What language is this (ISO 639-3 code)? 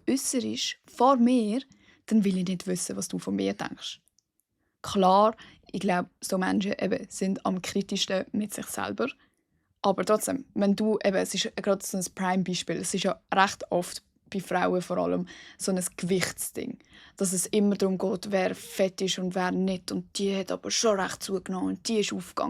gsw